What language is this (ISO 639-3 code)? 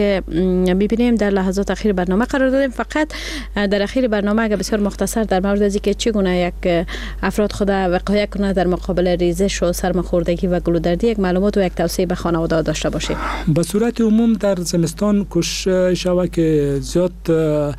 fas